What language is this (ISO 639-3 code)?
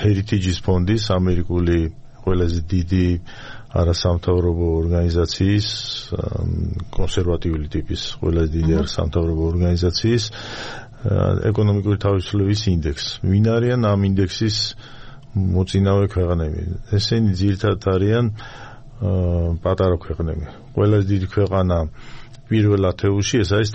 kat